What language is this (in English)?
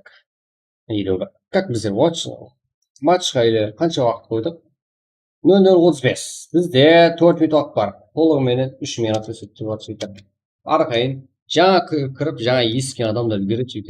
Kara-Kalpak